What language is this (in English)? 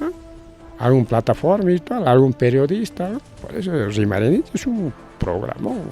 Ayacucho Quechua